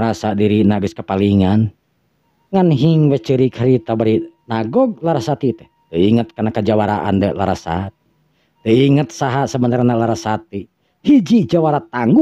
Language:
Sundanese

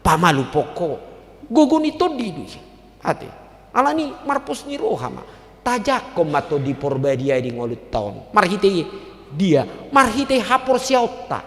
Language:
Batak Toba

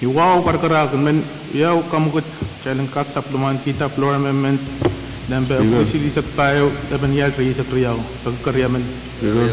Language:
Pohnpeian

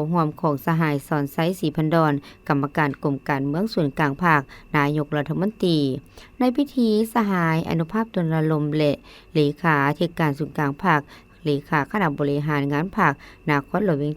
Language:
Lao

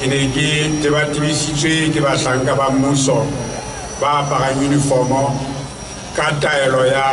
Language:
Southern Sotho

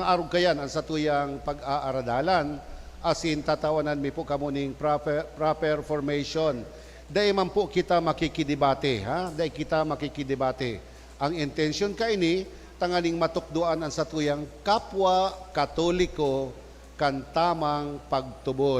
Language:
Bikol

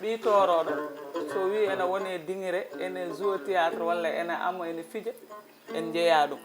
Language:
Fula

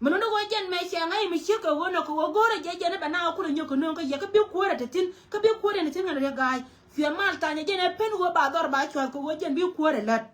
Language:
Nuer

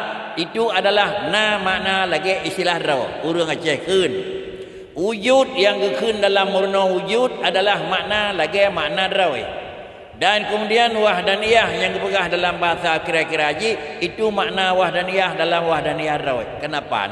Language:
Achinese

